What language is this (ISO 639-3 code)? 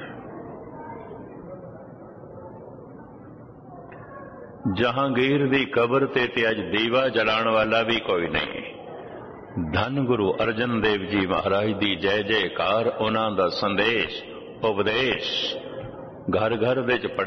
pan